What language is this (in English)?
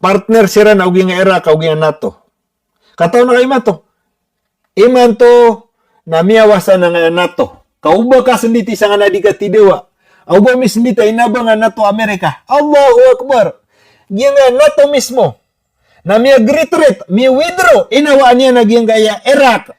Maranao